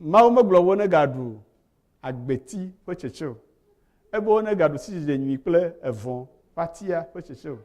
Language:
Ewe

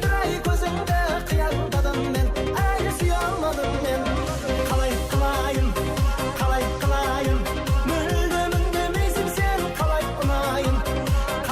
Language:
Kara-Kalpak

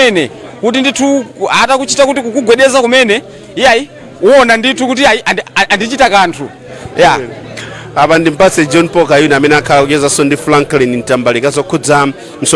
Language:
Nyanja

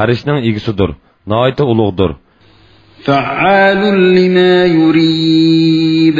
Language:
Uyghur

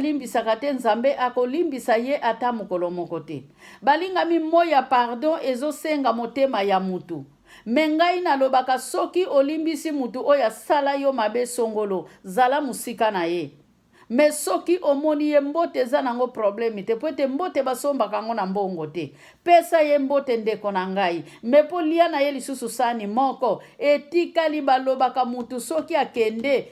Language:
Lingala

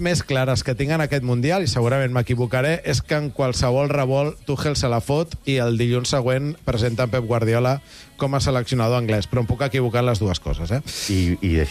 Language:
Catalan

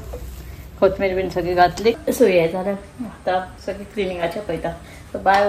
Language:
Konkani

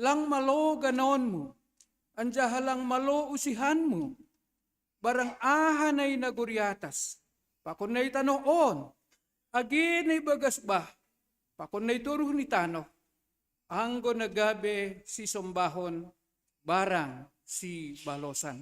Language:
Batak Simalungun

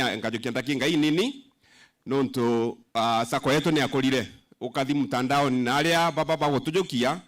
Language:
Meru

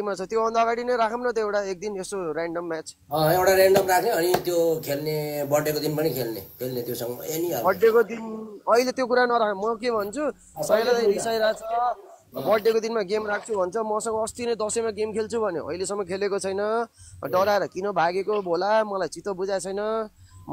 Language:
Nepali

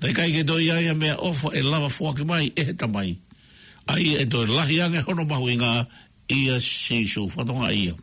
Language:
Tongan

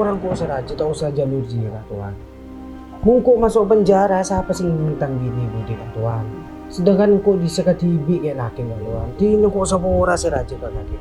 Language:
Madurese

